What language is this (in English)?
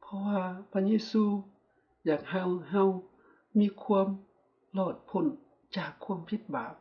Lao